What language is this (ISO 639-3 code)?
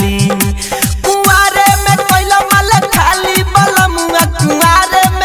bho